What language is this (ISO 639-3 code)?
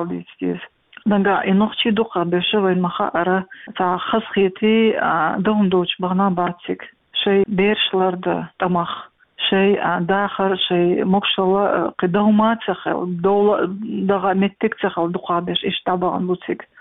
che